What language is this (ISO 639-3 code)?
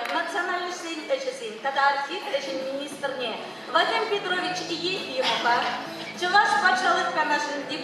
chv